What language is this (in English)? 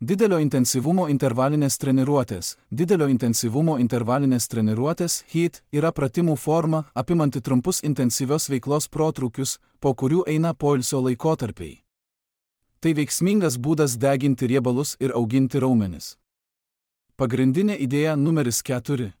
Lithuanian